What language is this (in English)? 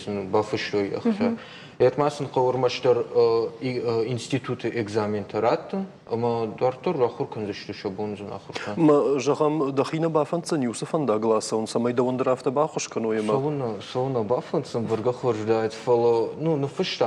Ossetic